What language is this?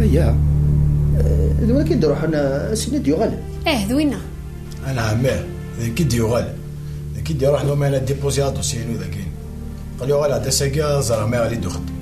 Kabyle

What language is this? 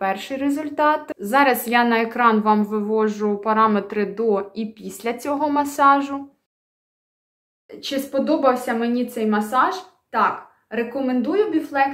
Ukrainian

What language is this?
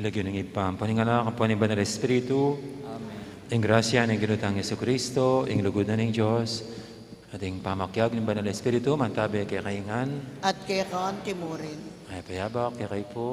Pampanga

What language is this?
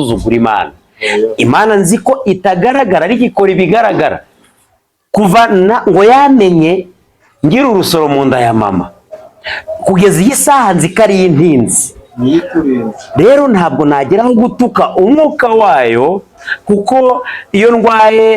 Kinyarwanda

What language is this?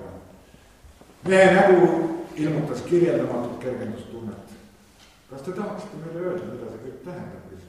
Estonian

